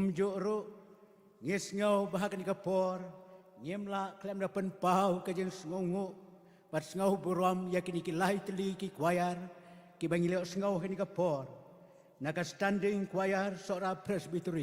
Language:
Khasi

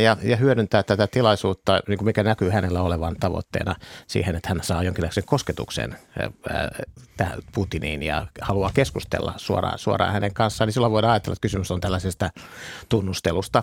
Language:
Finnish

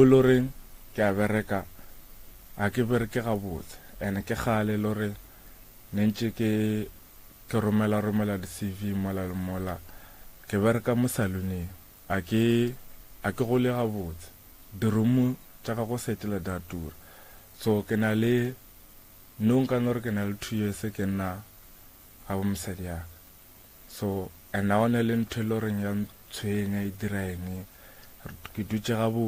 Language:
Northern Sotho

